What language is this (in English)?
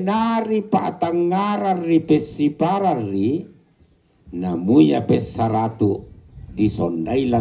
Toraja-Sa'dan